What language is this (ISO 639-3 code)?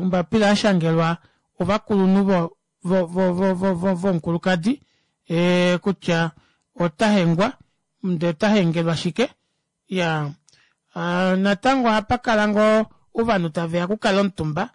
kua